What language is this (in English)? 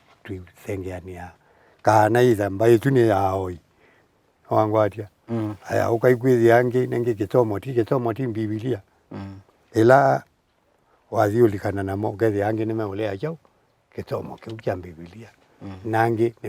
Kamba